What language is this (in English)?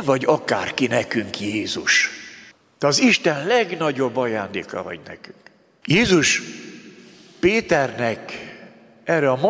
Hungarian